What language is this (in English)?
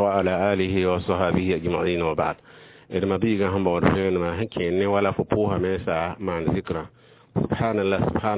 Mossi